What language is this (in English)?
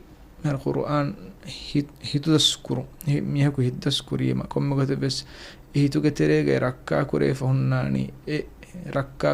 Divehi